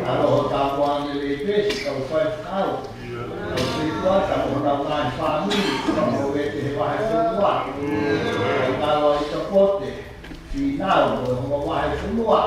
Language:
Tongan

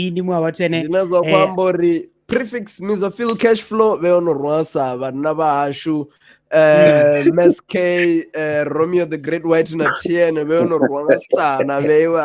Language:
Venda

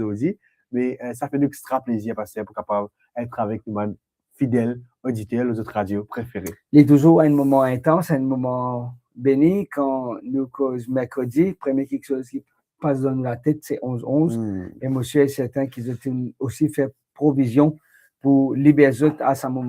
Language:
Morisyen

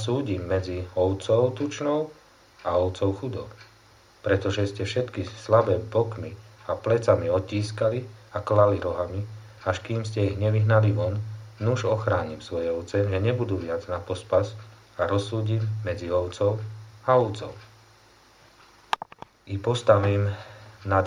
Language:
Slovak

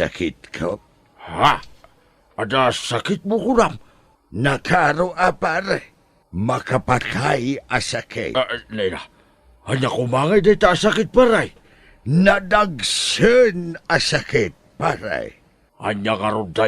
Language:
Iloko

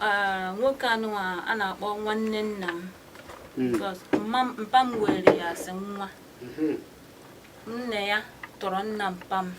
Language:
Igbo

